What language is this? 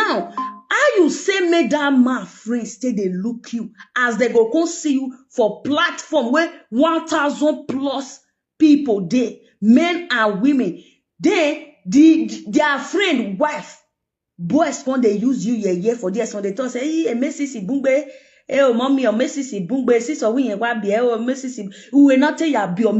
Nigerian Pidgin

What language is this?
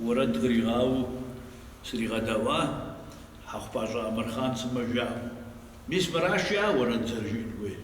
Kabardian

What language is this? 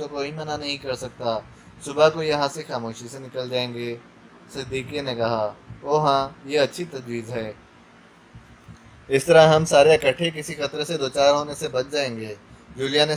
Urdu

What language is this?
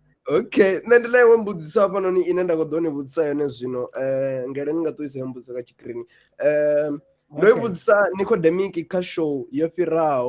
Venda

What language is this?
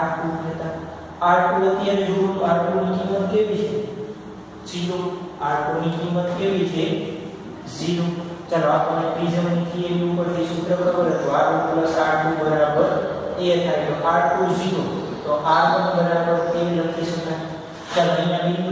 Gujarati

